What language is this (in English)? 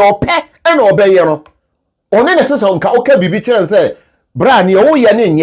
Akan